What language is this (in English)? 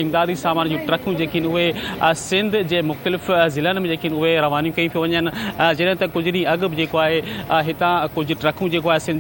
Sindhi